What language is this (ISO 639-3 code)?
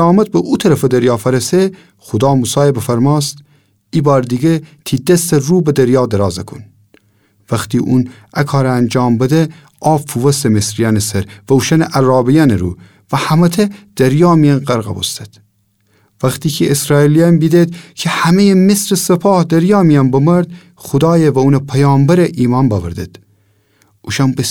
glk